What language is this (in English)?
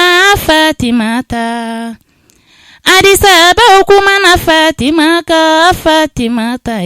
Bambara